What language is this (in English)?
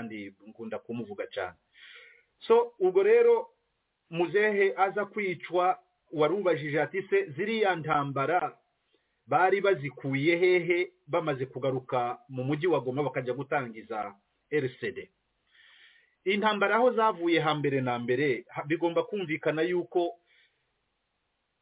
Kinyarwanda